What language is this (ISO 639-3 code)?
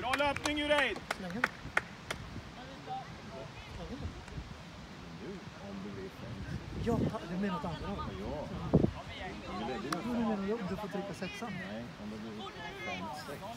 swe